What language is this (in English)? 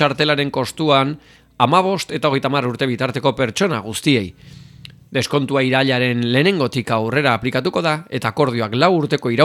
Basque